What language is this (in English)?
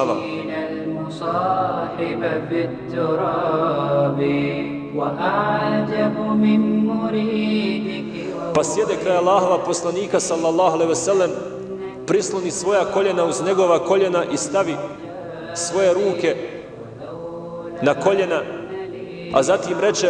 Bosnian